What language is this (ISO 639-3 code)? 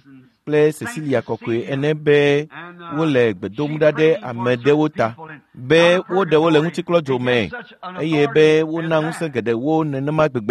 ewe